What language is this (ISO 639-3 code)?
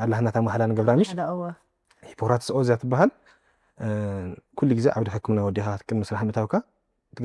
tir